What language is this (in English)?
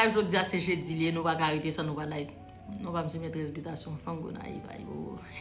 Haitian Creole